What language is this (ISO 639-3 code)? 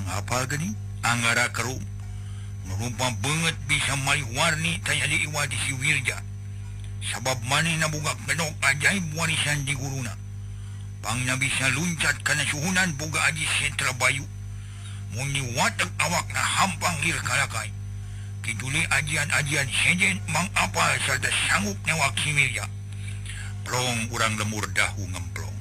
sun